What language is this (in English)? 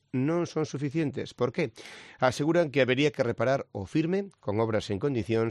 Galician